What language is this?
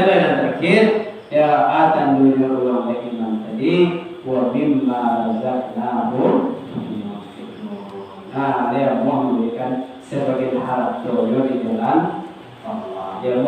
Minangkabau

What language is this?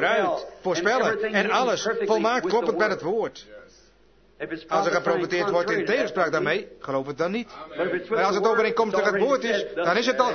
Dutch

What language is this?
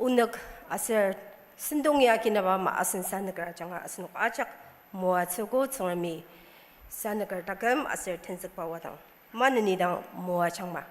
Ao Naga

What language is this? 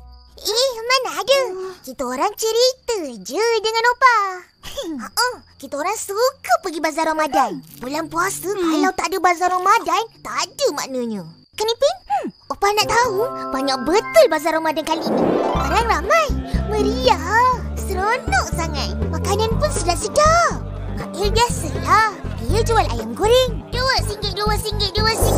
Malay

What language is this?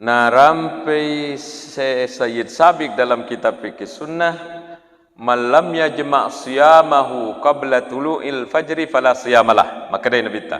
Buginese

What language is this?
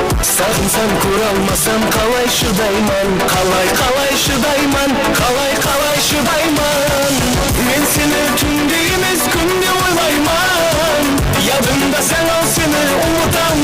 Kara-Kalpak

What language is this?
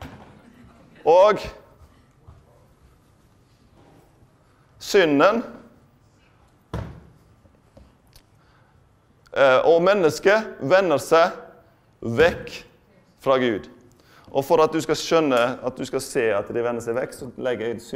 Norwegian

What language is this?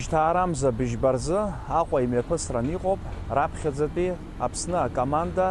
Abkhazian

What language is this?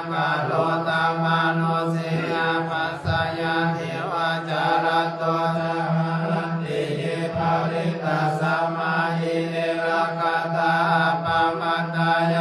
Pali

